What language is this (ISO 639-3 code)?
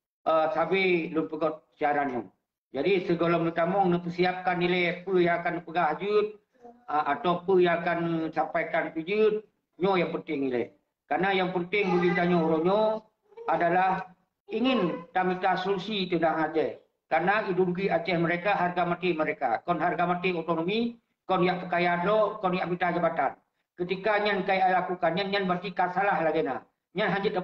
ace